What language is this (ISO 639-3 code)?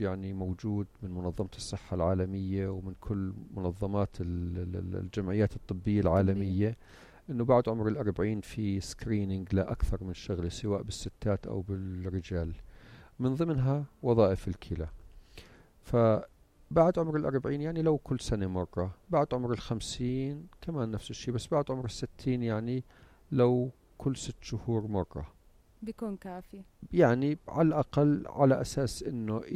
apc